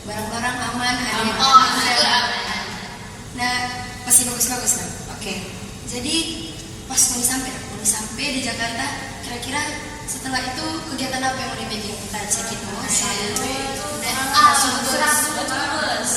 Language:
Manado Malay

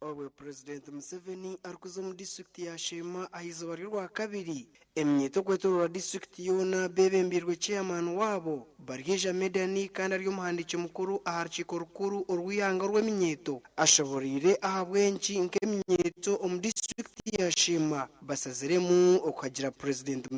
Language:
Nyankole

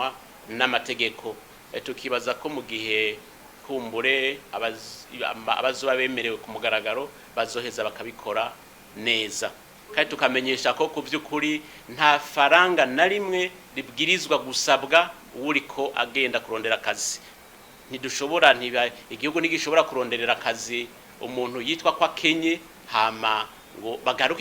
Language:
Rundi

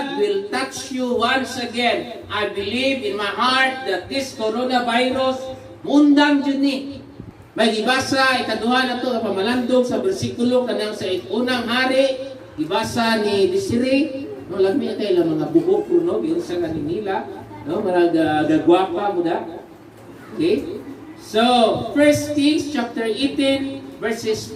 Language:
Cebuano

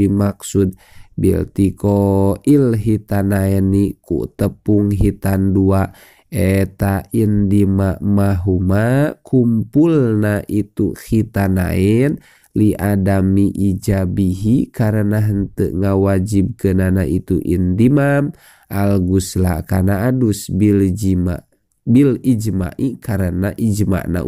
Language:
Sundanese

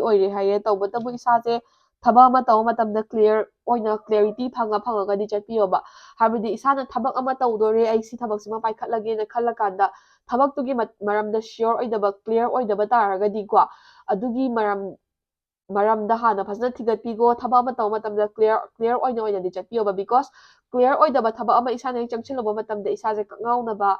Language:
Manipuri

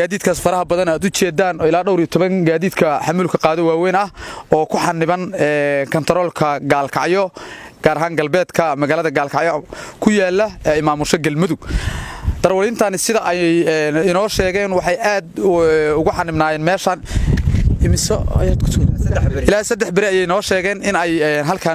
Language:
Somali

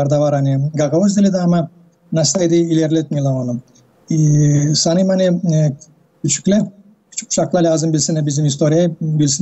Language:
Gagauz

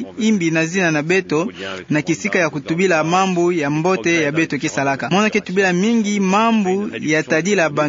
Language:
Kituba (Democratic Republic of Congo)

